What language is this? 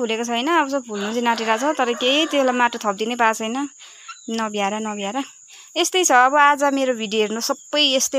Nepali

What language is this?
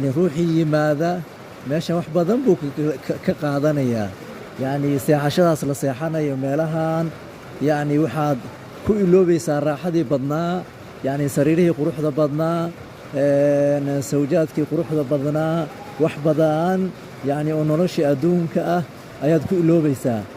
Somali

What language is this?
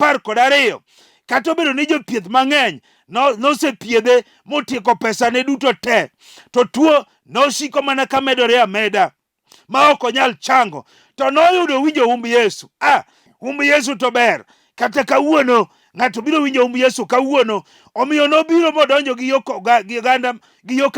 Luo (Kenya and Tanzania)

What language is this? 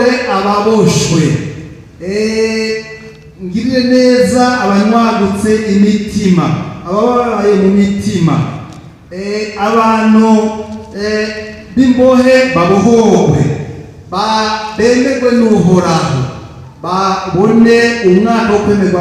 Rundi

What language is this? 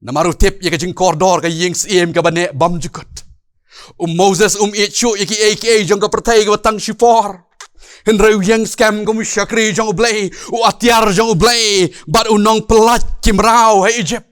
Khasi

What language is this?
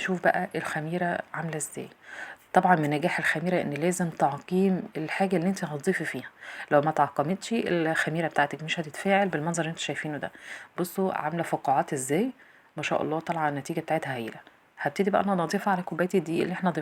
Egyptian Arabic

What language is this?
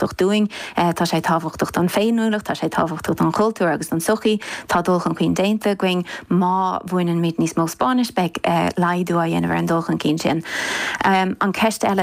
Irish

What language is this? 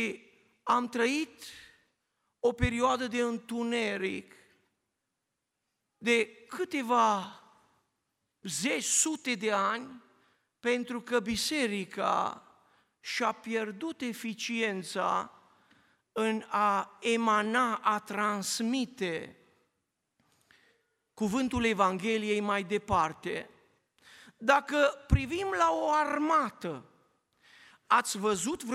Romanian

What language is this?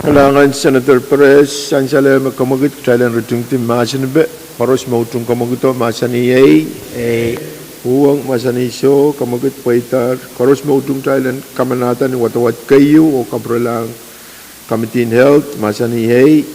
Pohnpeian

